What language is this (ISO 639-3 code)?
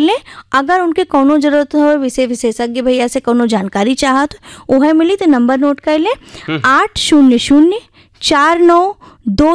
bho